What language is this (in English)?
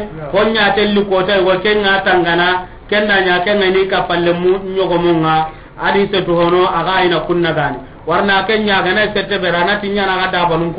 Soninke